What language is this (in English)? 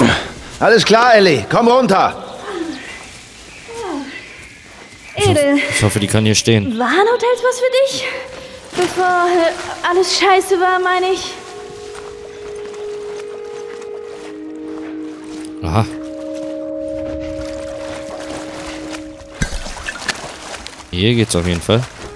German